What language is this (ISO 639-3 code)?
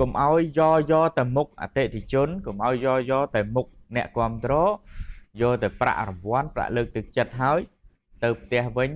khm